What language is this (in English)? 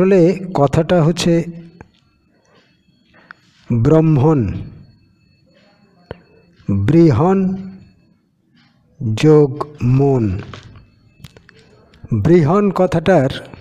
Bangla